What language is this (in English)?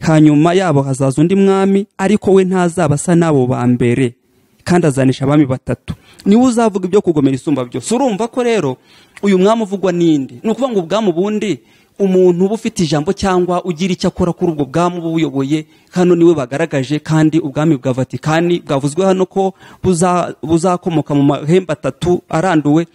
Kinyarwanda